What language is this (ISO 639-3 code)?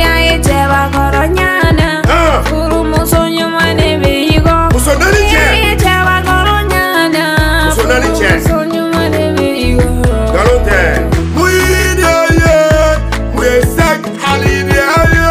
bam